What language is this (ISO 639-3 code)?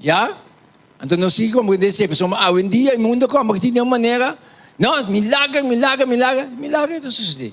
pap